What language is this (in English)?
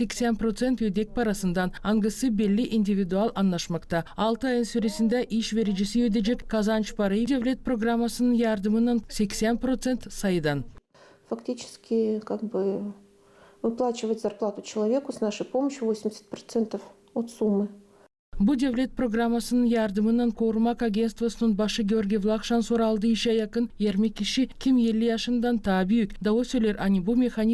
Gagauz